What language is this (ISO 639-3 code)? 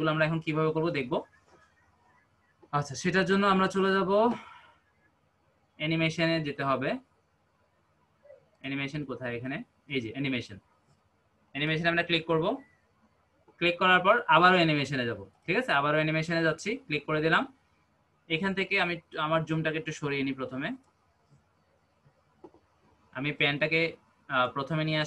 ben